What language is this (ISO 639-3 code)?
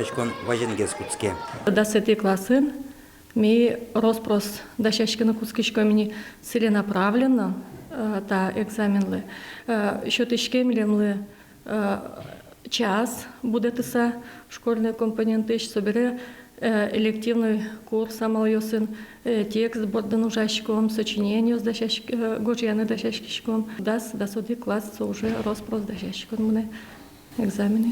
udm